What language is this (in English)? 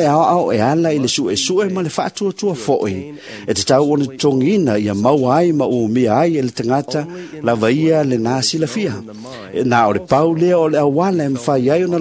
Samoan